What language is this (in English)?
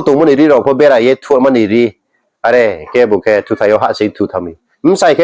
Riang (India)